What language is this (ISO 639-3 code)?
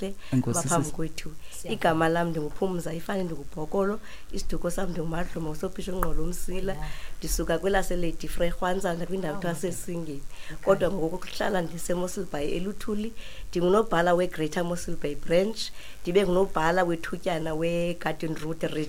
xho